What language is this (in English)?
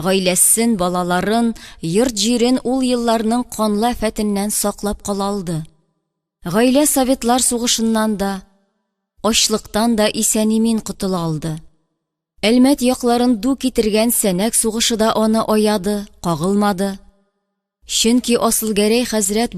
Tatar